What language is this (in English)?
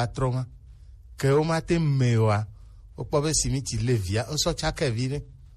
Gen